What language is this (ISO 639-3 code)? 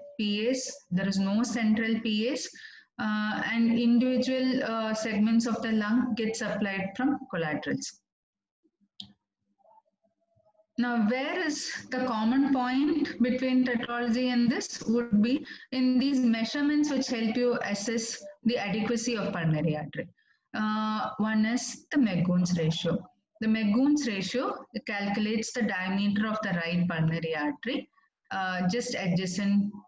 eng